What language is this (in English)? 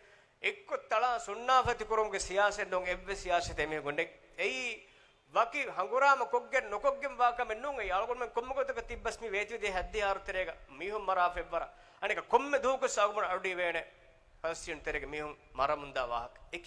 Divehi